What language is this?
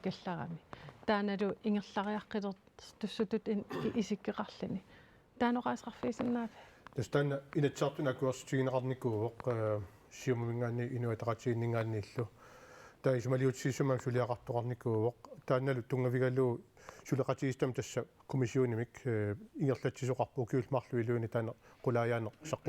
Kalaallisut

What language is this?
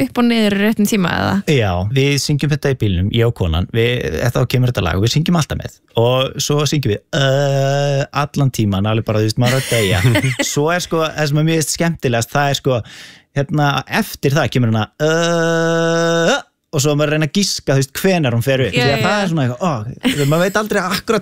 Icelandic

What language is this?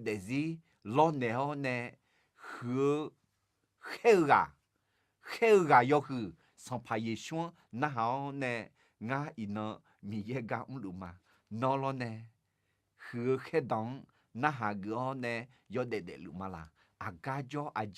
Akha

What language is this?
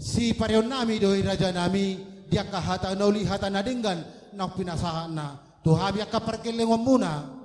Batak Toba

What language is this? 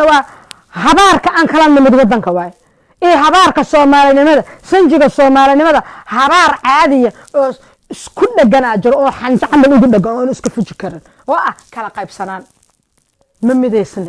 Somali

